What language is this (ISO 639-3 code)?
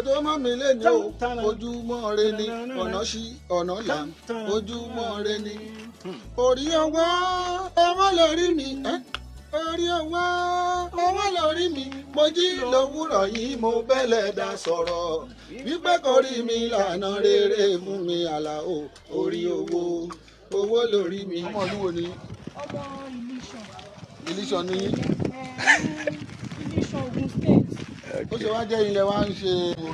yor